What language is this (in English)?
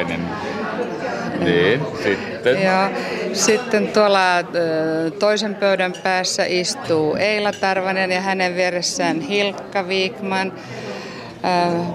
Finnish